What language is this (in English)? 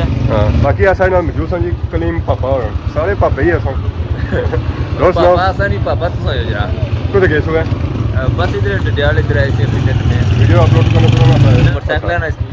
Pahari-Potwari